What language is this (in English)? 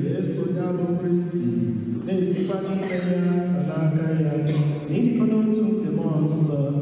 Igbo